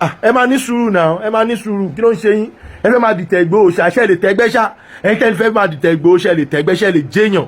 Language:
Yoruba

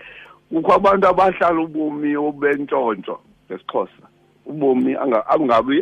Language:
Xhosa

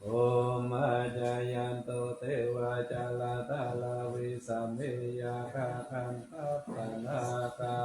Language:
Pali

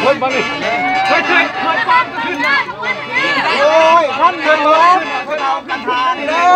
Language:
Lao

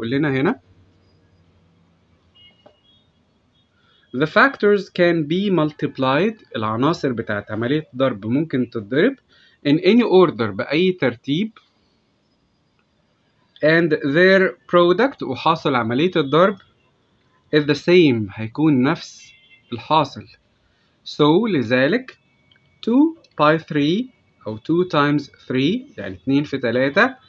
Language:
Egyptian Arabic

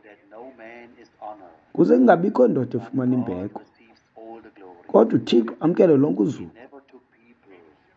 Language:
Xhosa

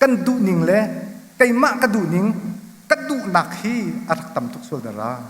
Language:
Hakha Chin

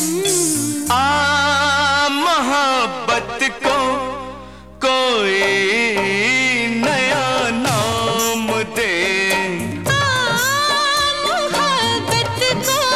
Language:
Hindi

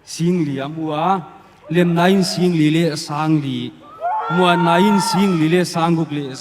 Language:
Paite Chin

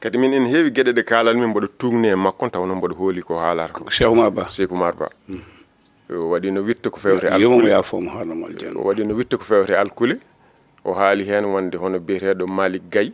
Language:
Fula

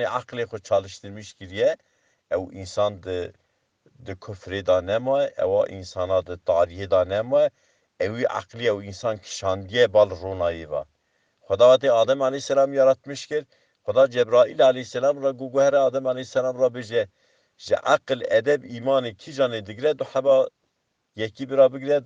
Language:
Kurdish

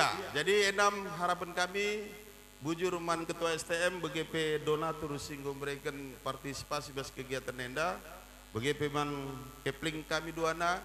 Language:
Batak Karo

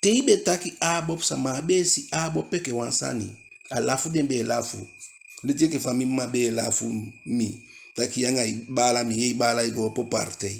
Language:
Eastern Maroon Creole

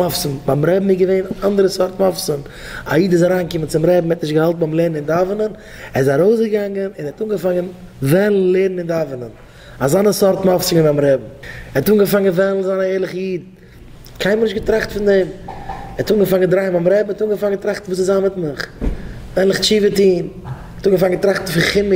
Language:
Yiddish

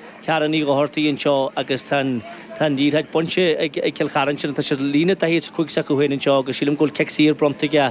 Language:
Irish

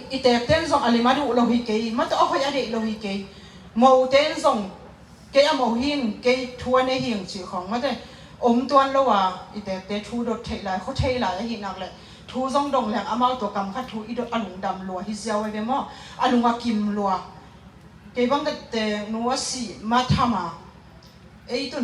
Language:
Tedim Chin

